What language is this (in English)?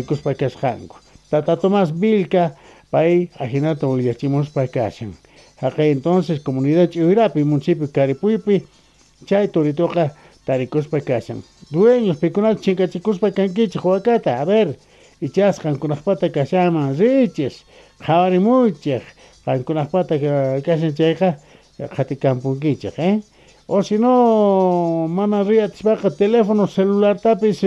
South Bolivian Quechua